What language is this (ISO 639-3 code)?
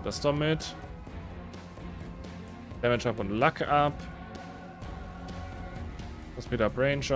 deu